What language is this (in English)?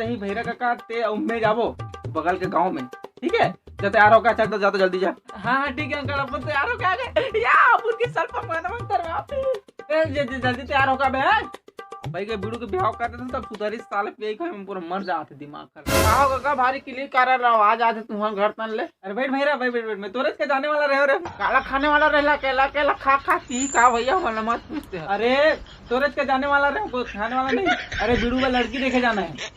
Chhattisgarhi